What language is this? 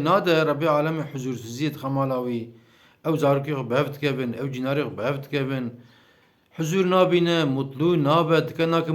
Kurdish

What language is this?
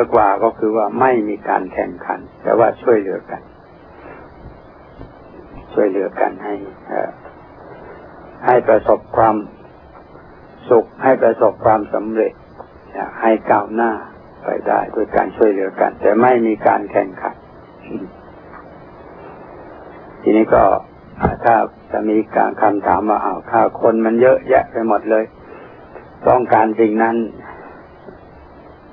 Thai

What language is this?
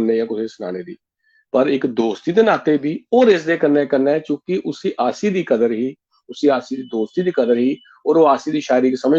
Dogri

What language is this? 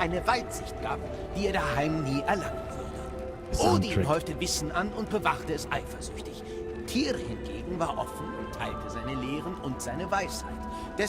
Bavarian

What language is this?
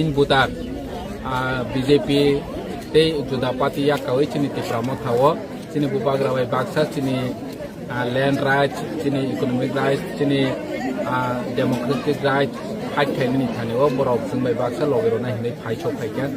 Kok Borok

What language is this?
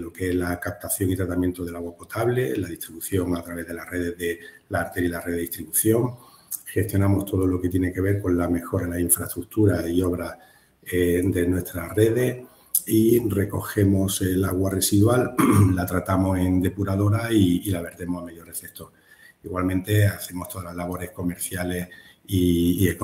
Spanish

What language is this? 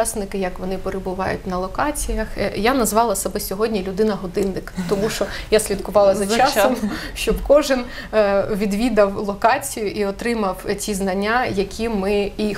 Ukrainian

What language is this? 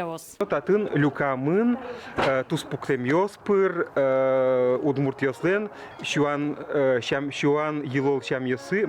Udmurt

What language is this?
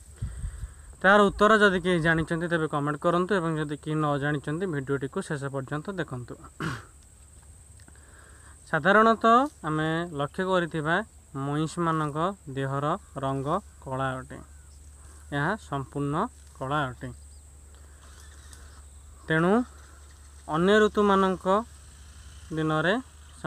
Odia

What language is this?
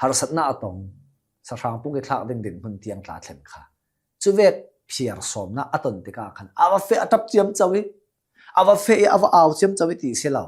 Hakha Chin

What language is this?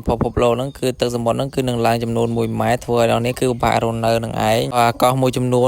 Khmer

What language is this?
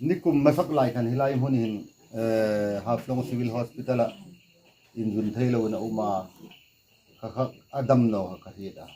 Hmar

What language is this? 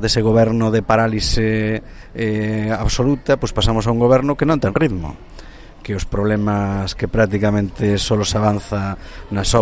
Galician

